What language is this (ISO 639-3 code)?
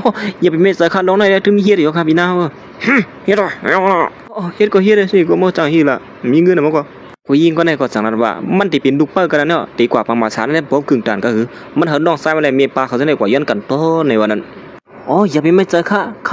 shn